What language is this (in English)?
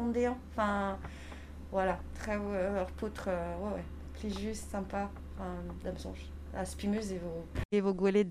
Breton